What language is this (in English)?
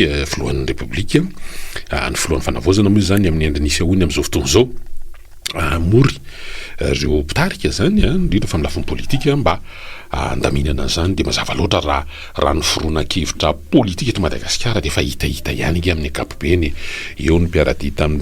Malagasy